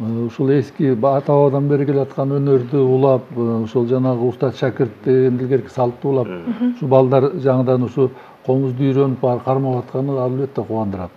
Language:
Kyrgyz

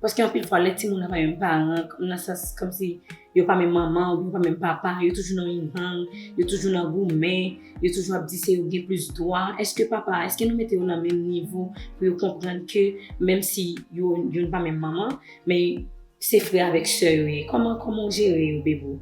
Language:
Haitian Creole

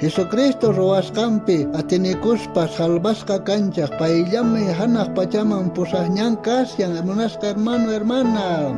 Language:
South Bolivian Quechua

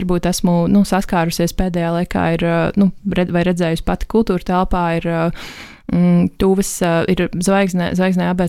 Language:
Latvian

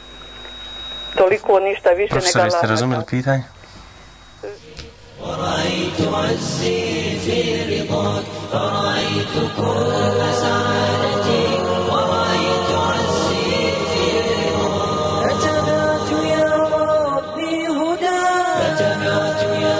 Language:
Bosnian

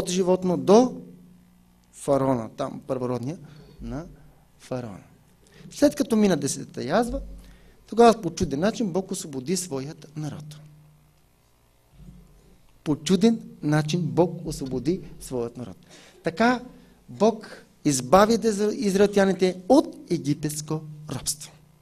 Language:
Bulgarian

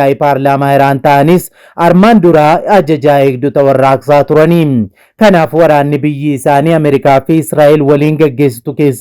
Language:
Oromo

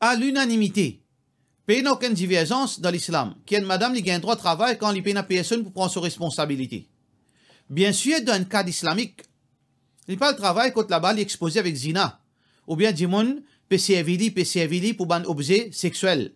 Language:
Morisyen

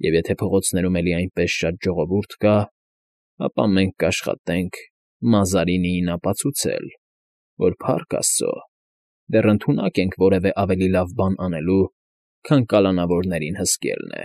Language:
Armenian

